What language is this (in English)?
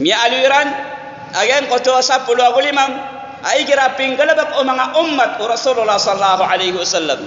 Maranao